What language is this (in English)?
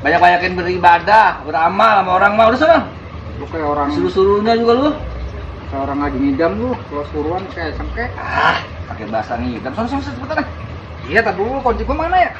Betawi